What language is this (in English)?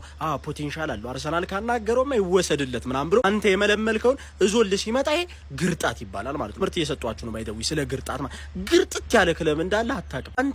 Amharic